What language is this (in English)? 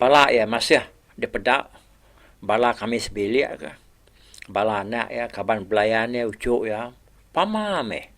Iban